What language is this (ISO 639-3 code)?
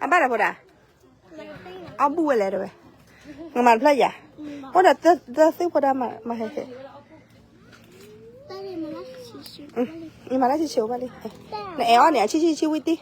ksw